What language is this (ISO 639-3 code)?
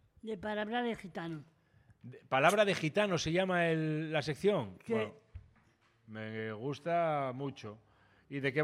spa